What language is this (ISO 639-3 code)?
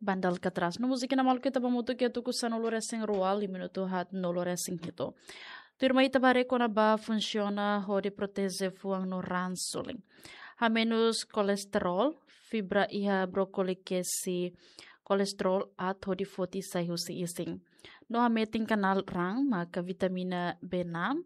tet